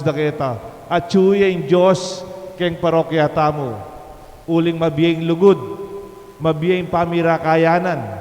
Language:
Pampanga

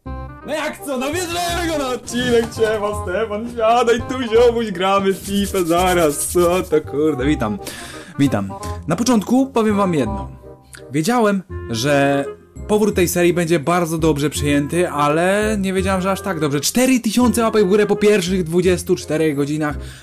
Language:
Polish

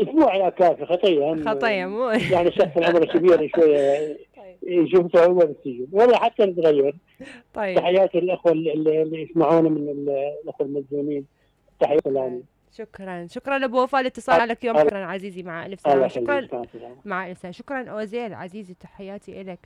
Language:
Mesopotamian Arabic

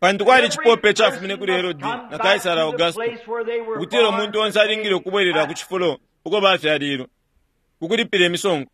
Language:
Bemba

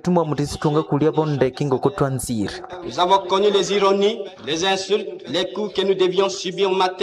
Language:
Nande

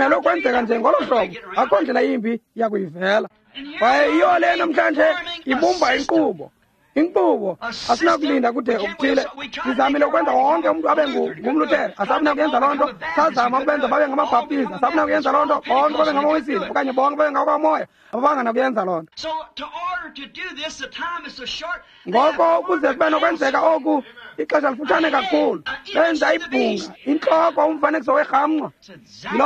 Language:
Xhosa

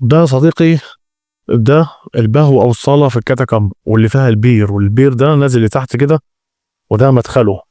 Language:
Egyptian Arabic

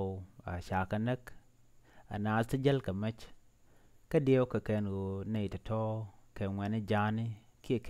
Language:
Nuer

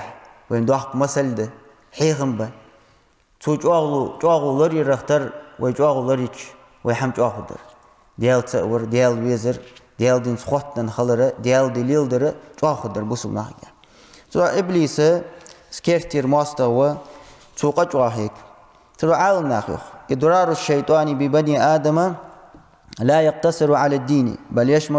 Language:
Ingush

